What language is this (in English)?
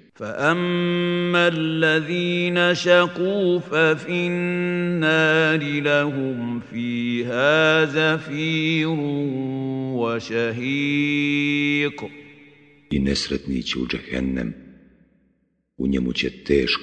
Bosnian